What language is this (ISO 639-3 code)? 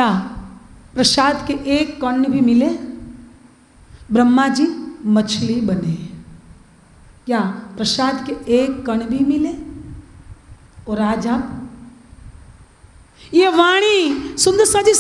hin